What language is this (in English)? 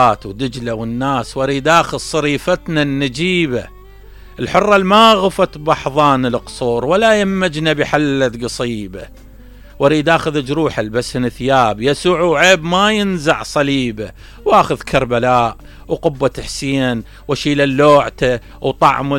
Mesopotamian Arabic